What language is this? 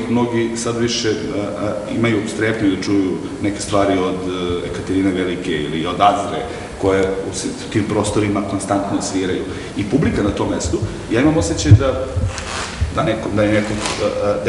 Serbian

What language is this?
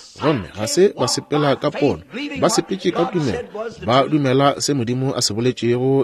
Northern Sotho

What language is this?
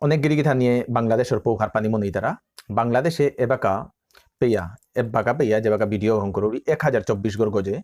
Bishnupriya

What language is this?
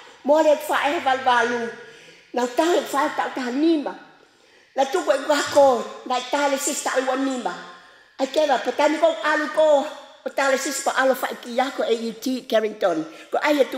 Tongan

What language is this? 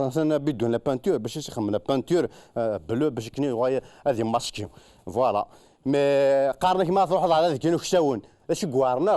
Kabyle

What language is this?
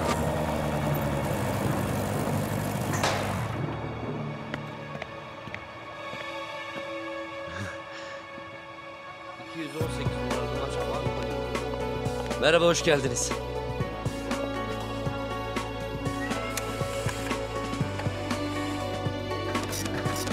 Turkish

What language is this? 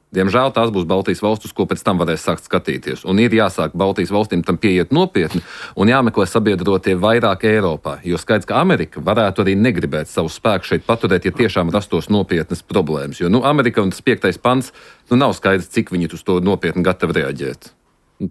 Latvian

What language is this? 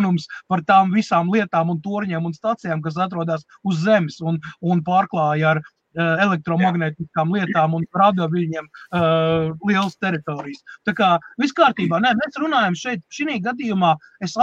Latvian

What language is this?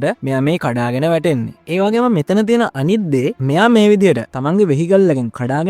Sinhala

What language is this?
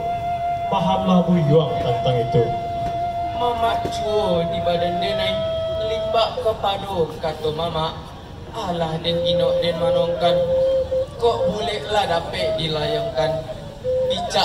Minangkabau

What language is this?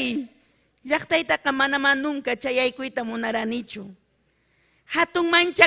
Ayacucho Quechua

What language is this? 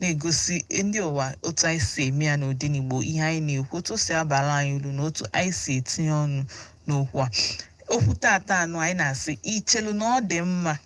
Igbo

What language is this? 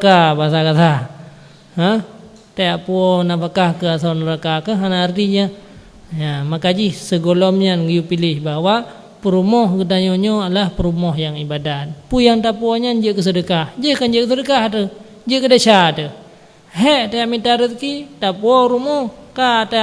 Achinese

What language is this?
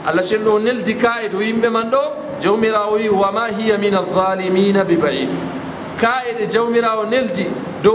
Fula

